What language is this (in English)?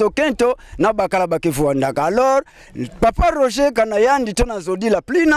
Kituba (Democratic Republic of Congo)